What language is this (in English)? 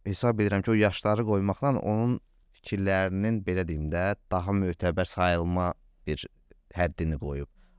Azerbaijani